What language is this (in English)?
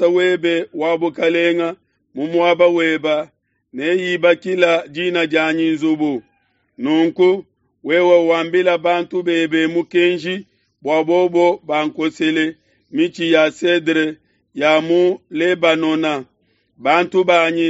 Luba-Lulua